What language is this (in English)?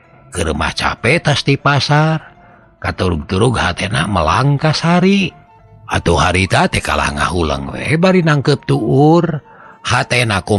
Sundanese